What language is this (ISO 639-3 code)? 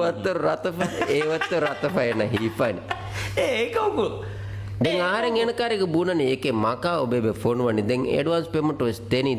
div